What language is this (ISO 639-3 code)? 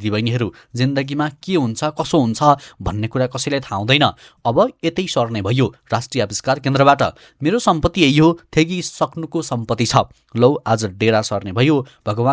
nep